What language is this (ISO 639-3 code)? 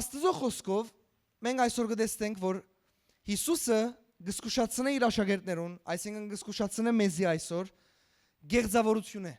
hyw